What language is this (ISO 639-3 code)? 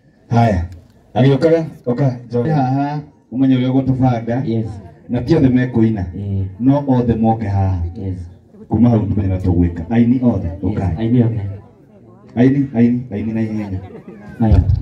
kik